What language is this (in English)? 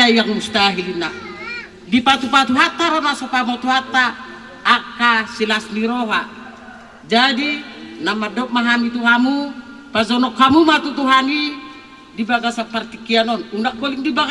Batak Toba